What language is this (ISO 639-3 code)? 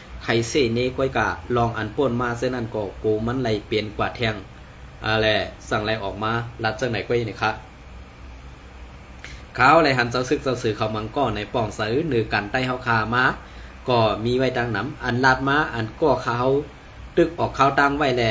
shn